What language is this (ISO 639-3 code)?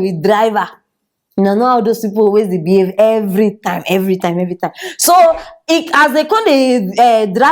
pcm